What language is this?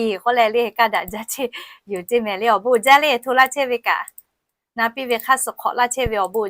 Lahu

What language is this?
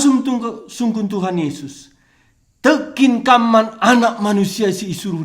Batak Karo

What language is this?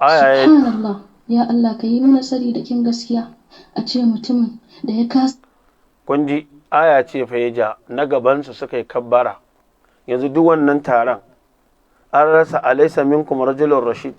Hausa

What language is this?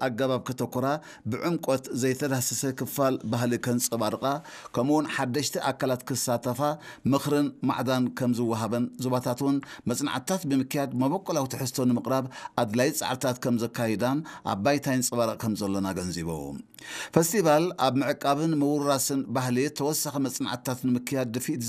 Tigrinya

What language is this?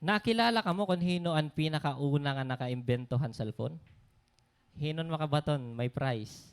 Waray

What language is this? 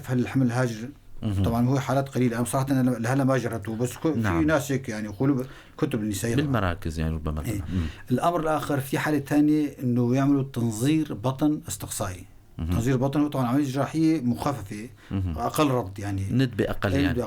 North Levantine Arabic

